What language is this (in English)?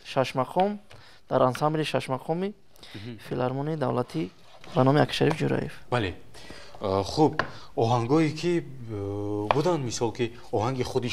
Tajik